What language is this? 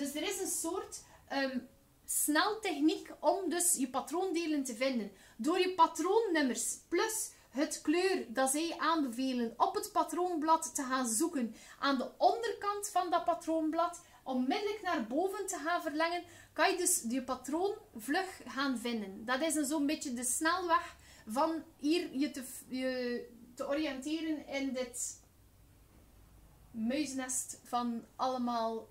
Dutch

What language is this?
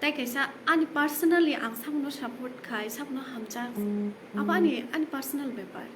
Kok Borok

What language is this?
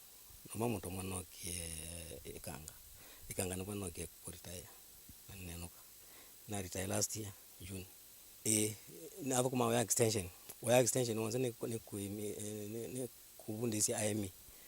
Kamba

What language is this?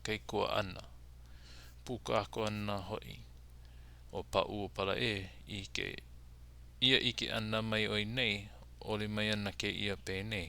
Hawaiian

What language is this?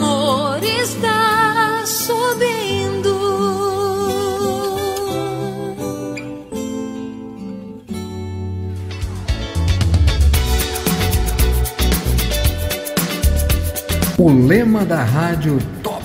Portuguese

